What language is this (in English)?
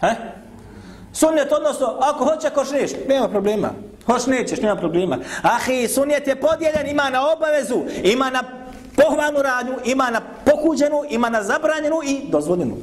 Bosnian